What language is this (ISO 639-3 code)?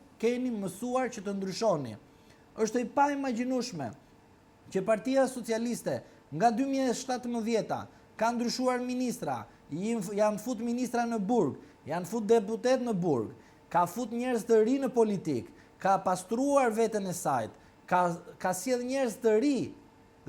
sqi